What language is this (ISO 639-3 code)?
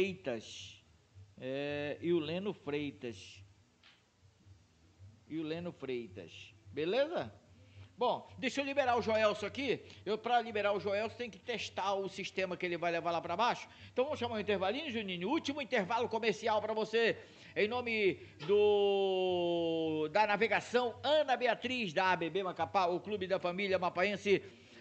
por